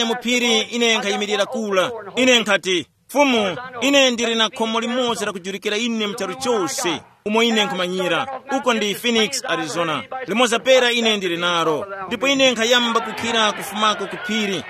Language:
Tumbuka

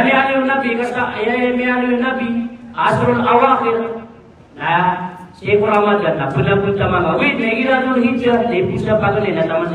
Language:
Maranao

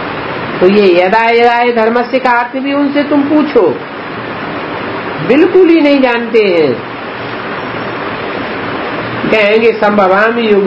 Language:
Hindi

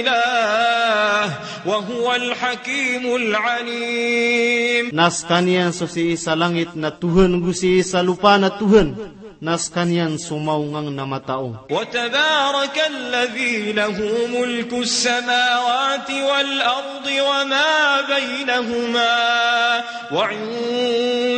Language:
Maranao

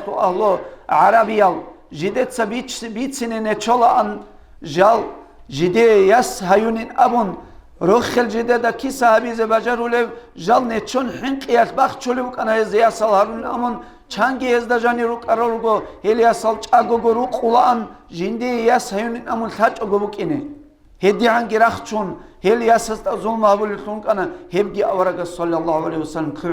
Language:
Avaric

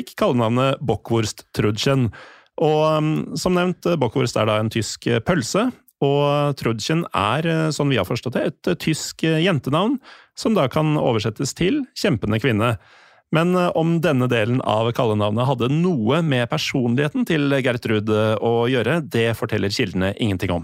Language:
Norwegian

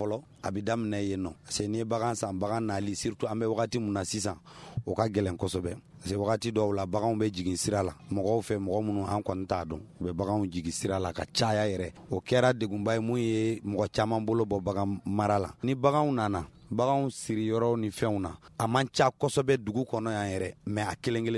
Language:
Bambara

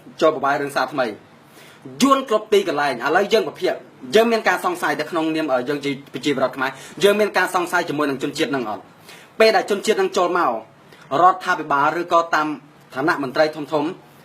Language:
Khmer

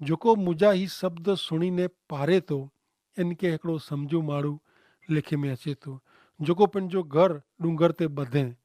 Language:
Kachhi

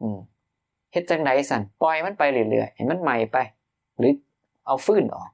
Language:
Northeastern Thai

